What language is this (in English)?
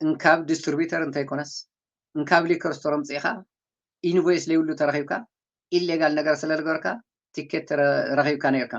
Tigrinya